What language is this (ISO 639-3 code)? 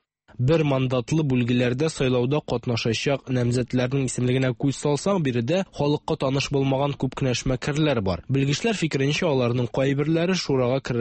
tat